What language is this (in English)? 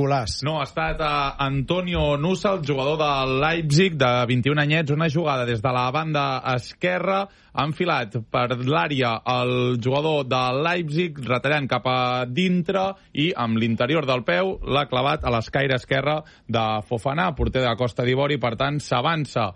Catalan